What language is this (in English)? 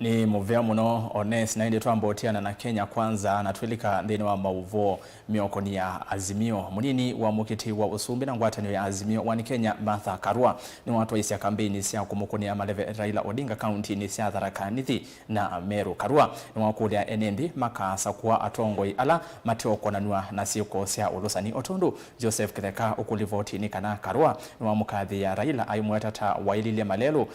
Kamba